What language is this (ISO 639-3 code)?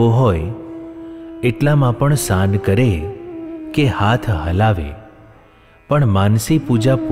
guj